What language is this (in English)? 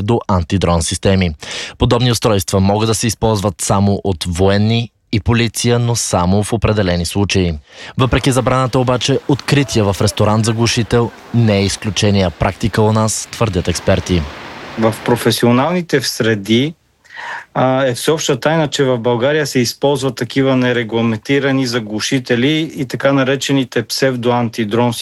Bulgarian